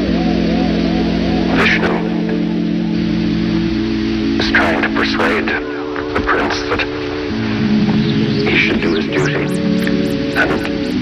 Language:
English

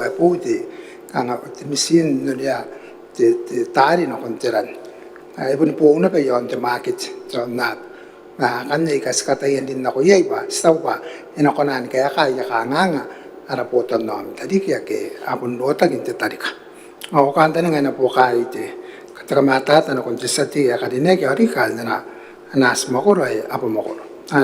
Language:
Gilbertese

